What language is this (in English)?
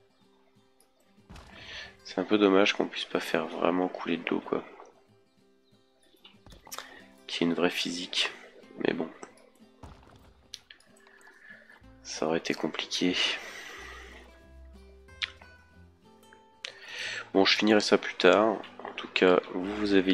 French